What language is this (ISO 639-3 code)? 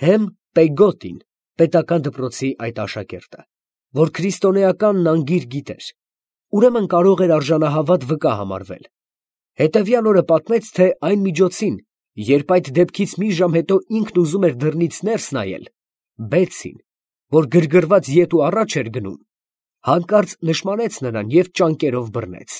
hye